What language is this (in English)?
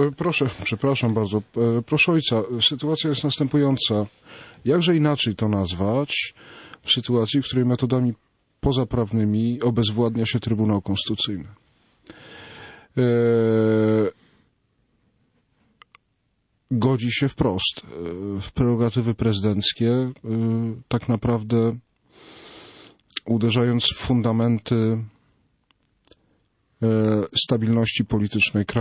Polish